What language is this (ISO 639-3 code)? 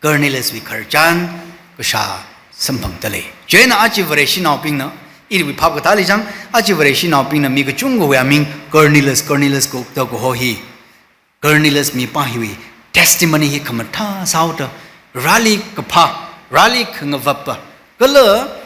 nmf